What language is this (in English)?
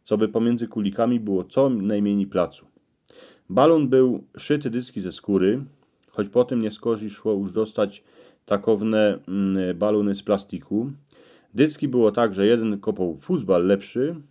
Silesian